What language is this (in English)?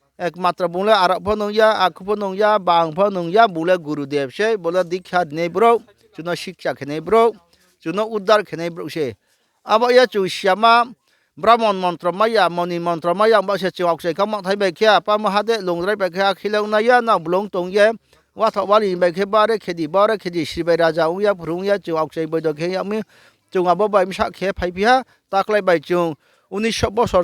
Riang (India)